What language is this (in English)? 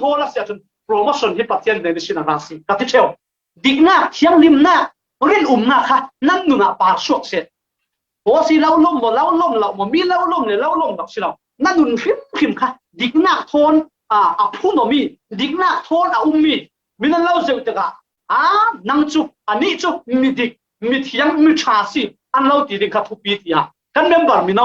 Falam Chin